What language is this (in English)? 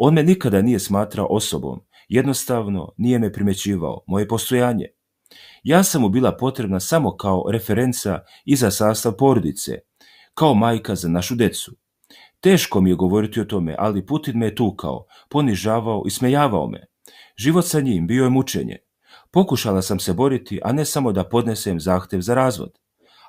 Serbian